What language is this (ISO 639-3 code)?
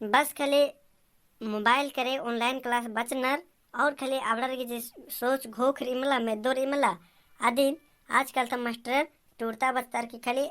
kru